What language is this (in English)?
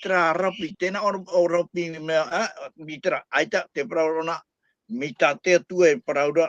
Tahitian